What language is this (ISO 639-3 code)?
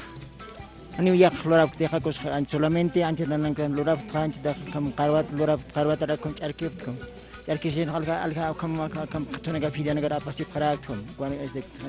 aym